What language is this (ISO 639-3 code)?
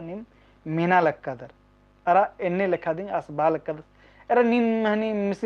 kru